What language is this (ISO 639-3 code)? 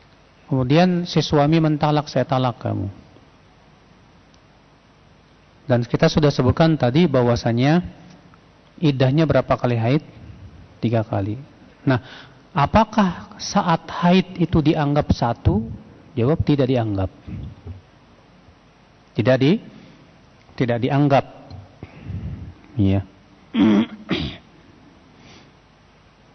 ind